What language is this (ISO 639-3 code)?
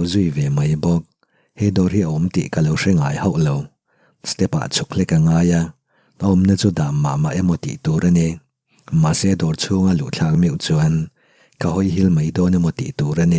lus